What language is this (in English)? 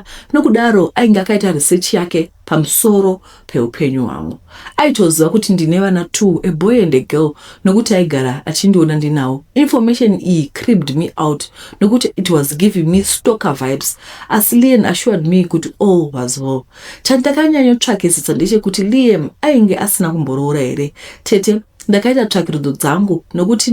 Shona